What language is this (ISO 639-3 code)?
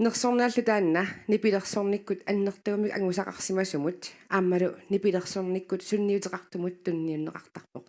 kal